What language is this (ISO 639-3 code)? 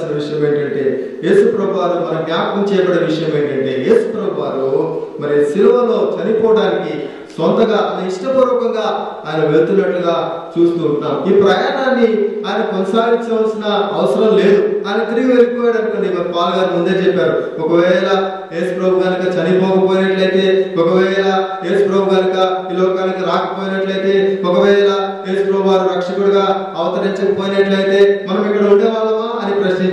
tel